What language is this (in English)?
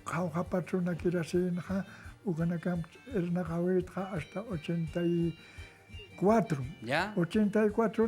Aymara